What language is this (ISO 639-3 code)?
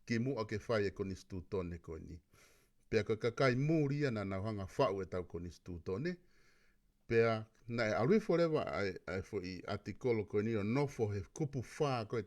ton